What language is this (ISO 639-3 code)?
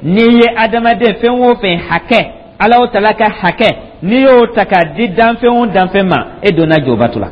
dyu